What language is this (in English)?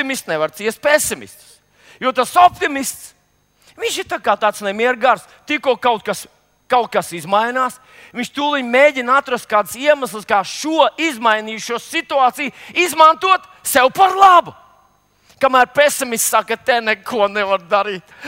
Latvian